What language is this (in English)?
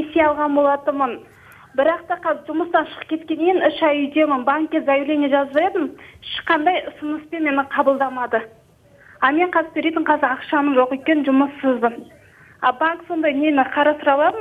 Kazakh